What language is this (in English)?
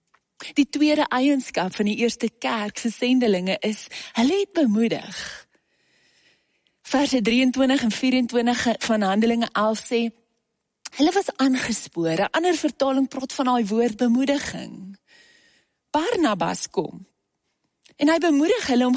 Afrikaans